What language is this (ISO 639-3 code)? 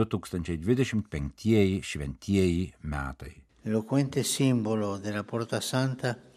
lit